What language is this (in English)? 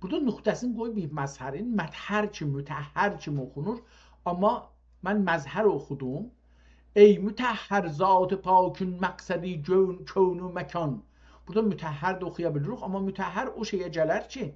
South Azerbaijani